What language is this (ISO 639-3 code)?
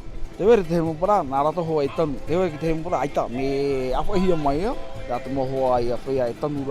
tah